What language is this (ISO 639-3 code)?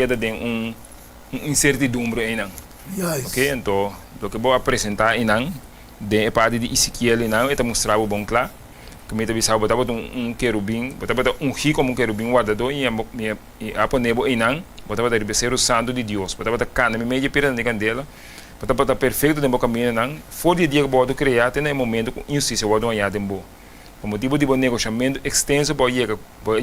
pap